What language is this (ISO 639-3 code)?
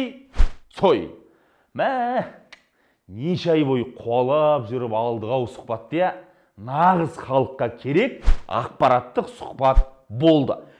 kaz